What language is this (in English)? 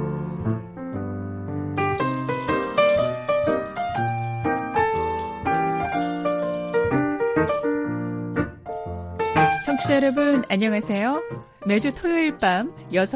Korean